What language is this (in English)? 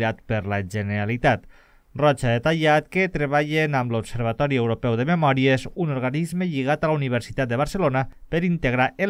Catalan